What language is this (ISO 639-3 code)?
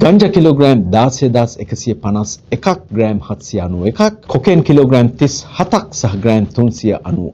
sin